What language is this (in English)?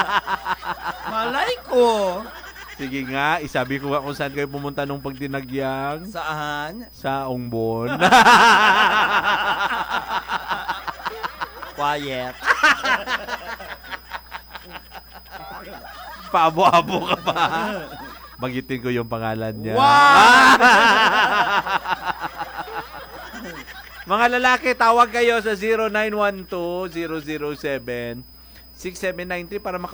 Filipino